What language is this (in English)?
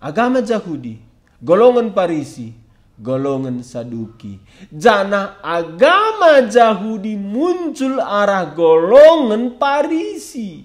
Batak Karo